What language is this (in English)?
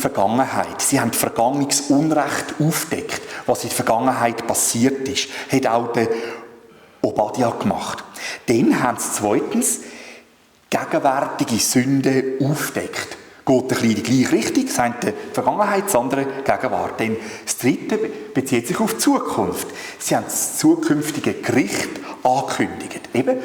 Swiss German